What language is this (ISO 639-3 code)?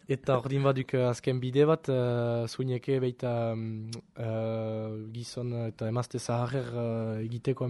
eus